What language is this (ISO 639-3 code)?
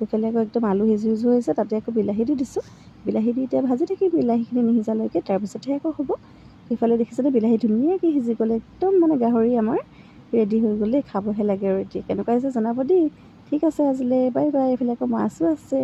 asm